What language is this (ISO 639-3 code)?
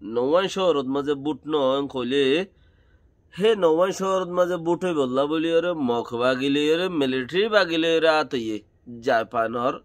rhg